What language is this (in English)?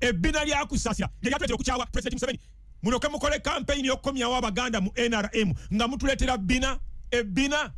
Ganda